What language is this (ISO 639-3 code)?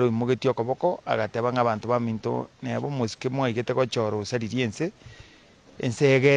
guz